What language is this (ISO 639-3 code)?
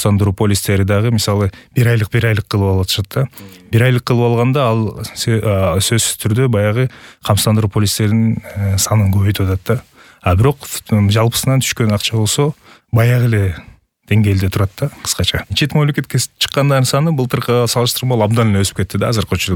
kir